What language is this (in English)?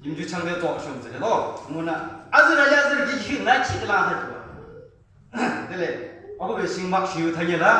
Yimchungru Naga